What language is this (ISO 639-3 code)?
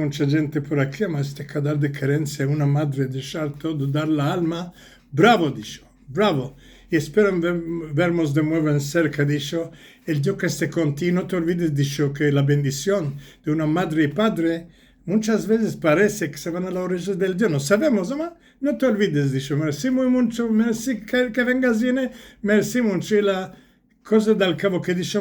lad